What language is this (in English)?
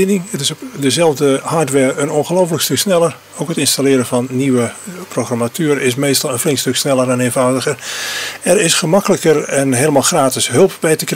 Dutch